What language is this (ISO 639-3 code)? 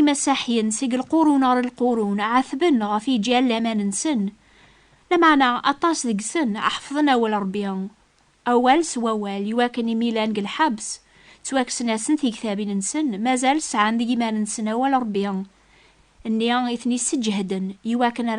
kab